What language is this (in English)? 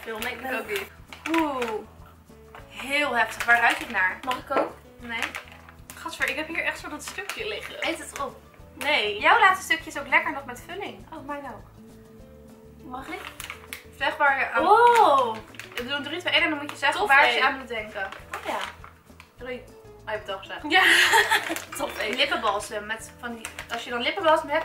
Dutch